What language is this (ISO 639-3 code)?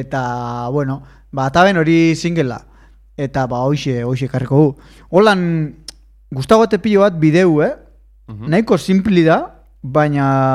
eus